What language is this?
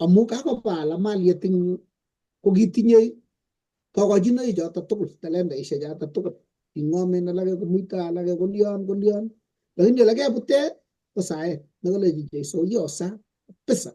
Kalenjin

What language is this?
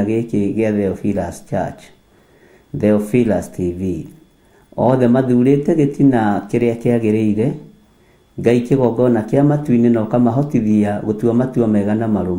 Kikuyu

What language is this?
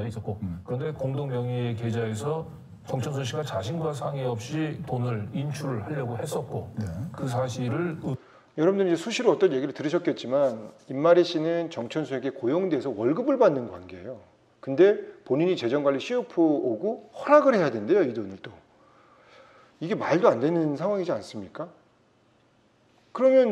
Korean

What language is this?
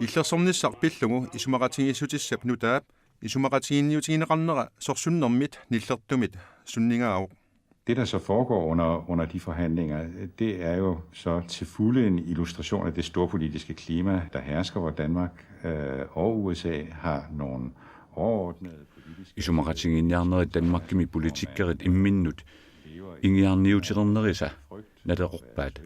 Kalaallisut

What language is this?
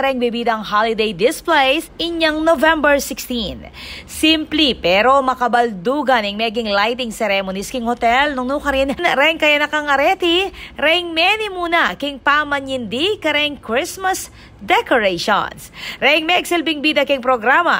Pampanga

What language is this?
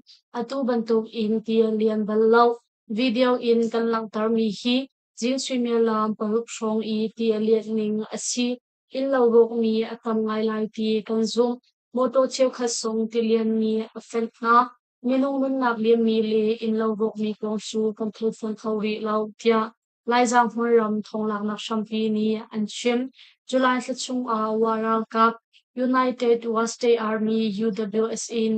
Hakha Chin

